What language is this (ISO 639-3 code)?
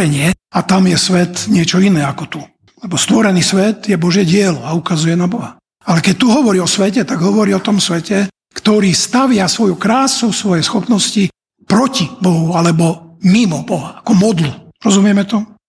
slk